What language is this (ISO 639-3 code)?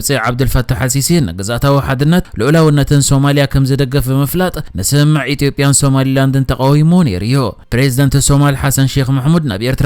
tir